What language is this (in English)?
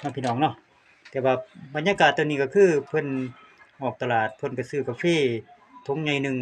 Lao